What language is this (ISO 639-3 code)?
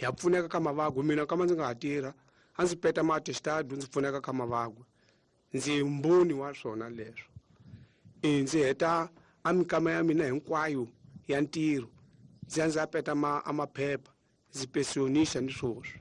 tso